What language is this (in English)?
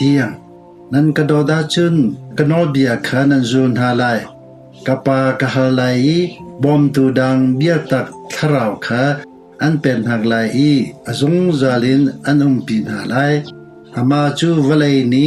Hakha Chin